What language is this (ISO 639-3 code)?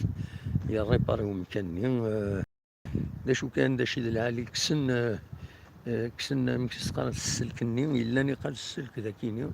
kab